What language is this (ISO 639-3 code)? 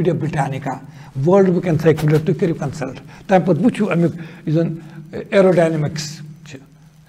kas